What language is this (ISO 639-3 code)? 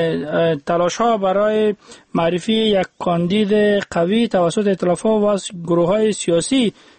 fas